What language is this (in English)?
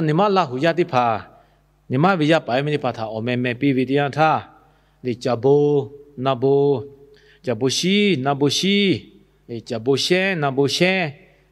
Lahu